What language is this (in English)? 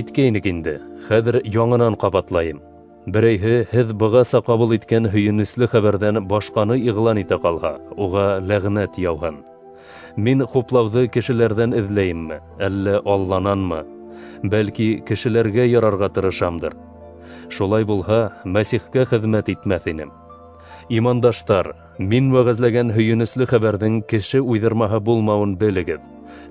Bashkir